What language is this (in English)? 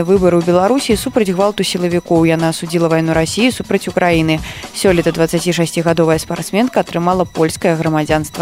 Belarusian